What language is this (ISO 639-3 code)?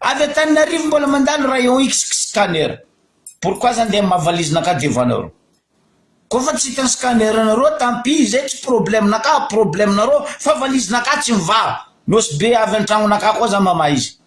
mlg